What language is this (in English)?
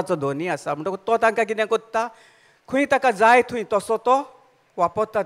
Konkani